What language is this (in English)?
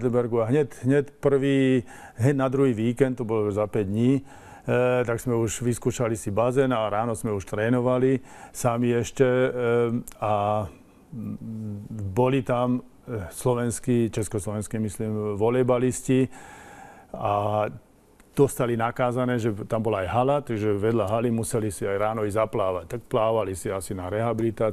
Slovak